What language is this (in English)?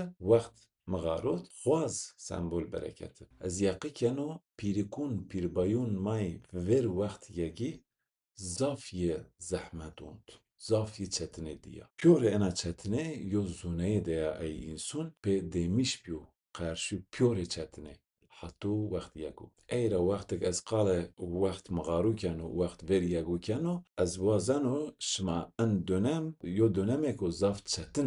Zaza